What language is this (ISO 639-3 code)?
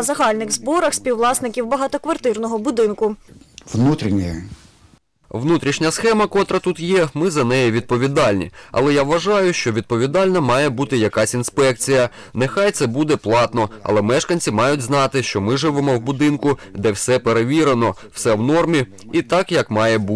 ukr